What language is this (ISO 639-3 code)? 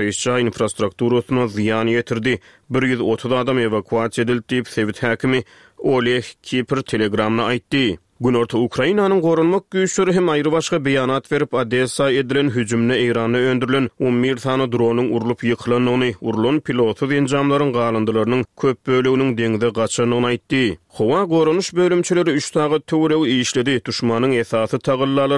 tuk